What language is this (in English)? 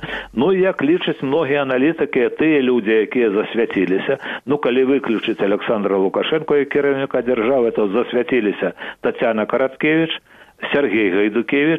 Belarusian